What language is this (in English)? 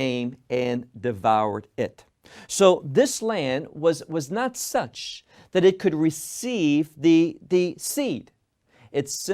English